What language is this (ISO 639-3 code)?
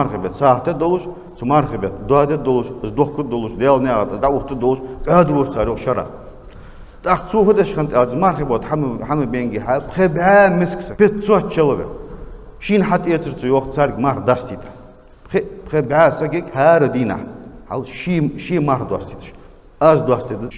inh